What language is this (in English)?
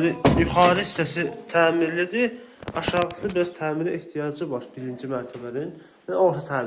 Azerbaijani